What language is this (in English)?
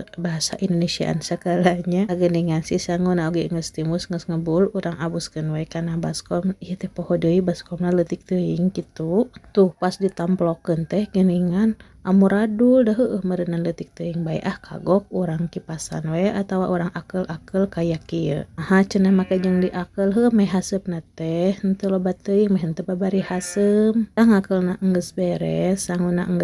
Sundanese